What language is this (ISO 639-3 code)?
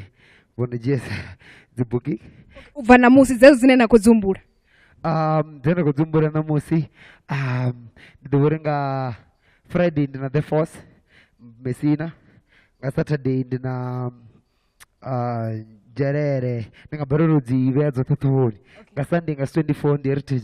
ven